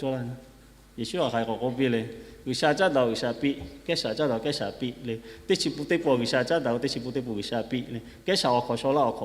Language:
Lahu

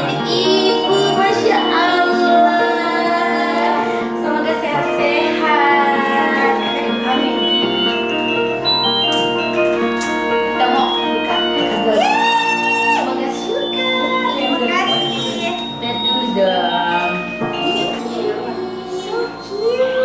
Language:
Indonesian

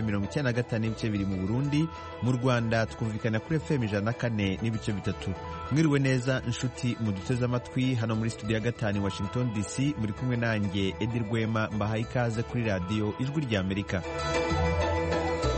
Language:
Kinyarwanda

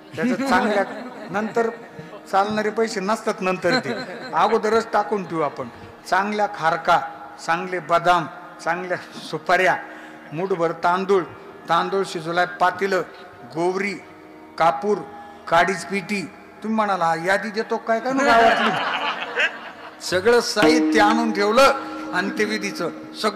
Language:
Marathi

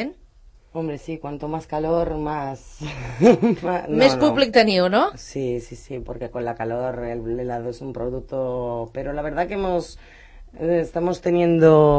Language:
Catalan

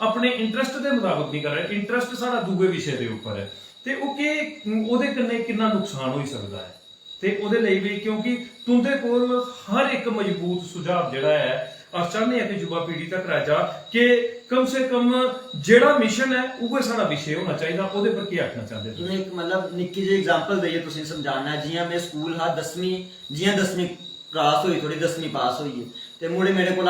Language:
Dogri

